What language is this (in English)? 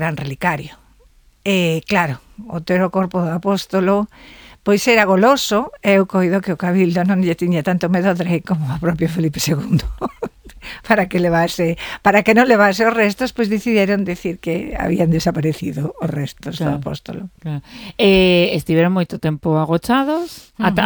Galician